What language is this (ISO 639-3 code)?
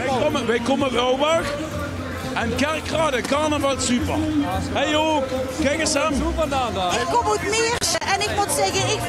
lim